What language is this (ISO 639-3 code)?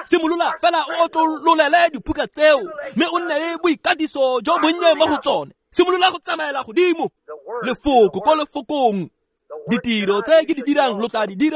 tsn